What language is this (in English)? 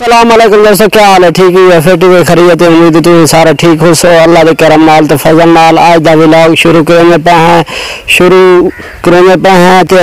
Saraiki